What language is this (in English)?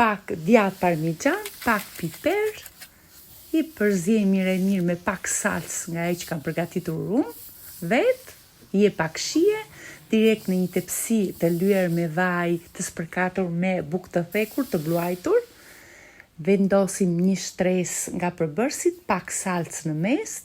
Albanian